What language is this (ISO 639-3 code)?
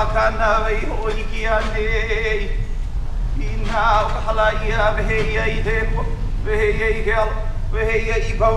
haw